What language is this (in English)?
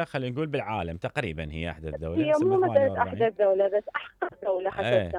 Mesopotamian Arabic